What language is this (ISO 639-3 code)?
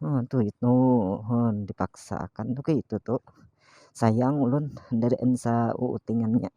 bjn